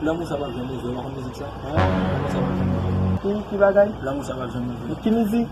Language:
Haitian Creole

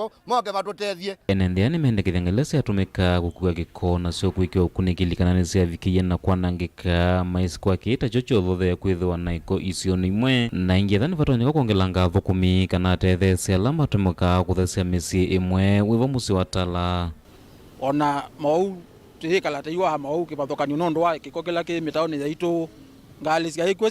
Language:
Kamba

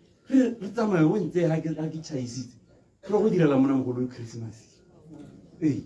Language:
Tswana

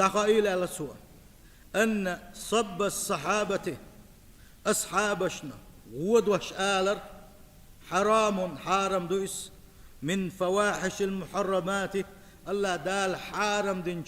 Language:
Chechen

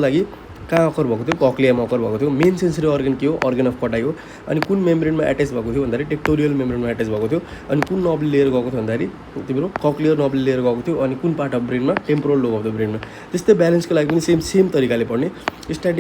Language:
Nepali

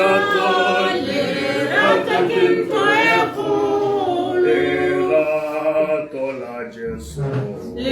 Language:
Tswana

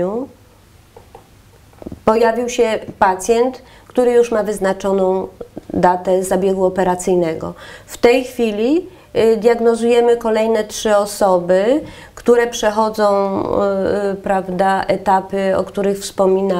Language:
Polish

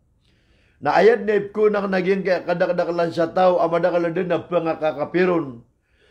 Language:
Maranao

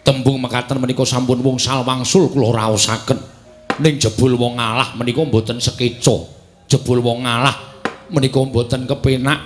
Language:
Javanese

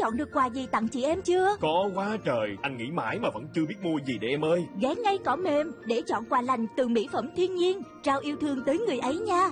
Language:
Vietnamese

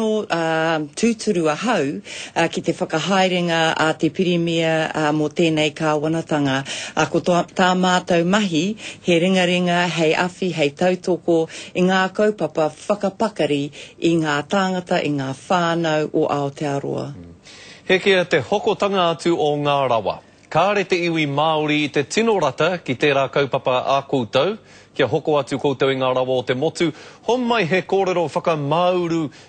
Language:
Māori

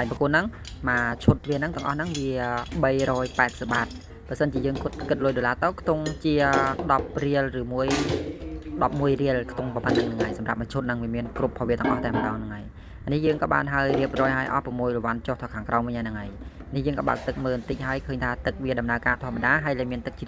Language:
Khmer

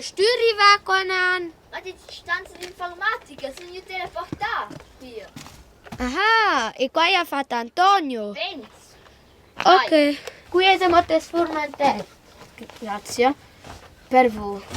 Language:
Romansh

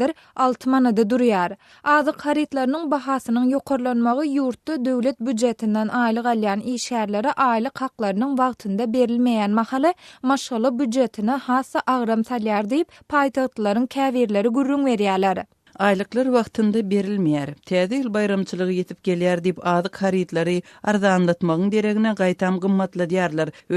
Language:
Turkmen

